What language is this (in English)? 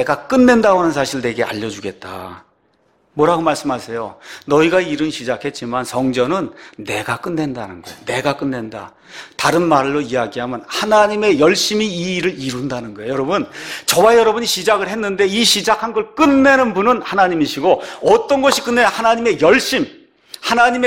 Korean